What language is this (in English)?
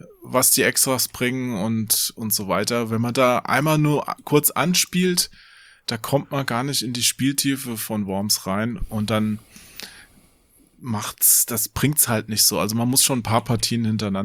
German